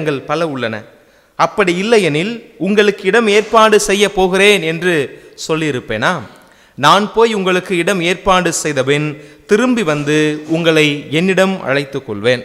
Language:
Tamil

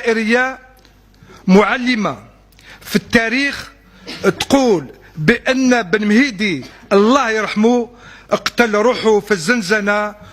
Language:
Algerian Arabic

